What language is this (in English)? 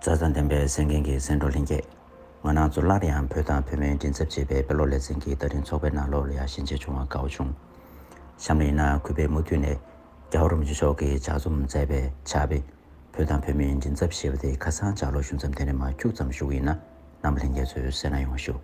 Tibetan